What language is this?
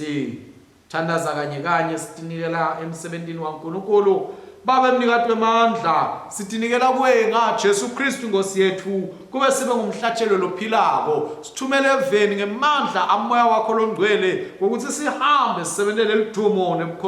Swati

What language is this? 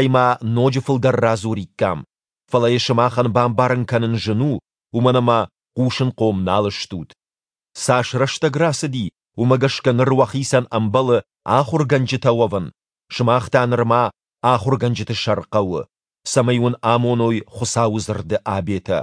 Ossetic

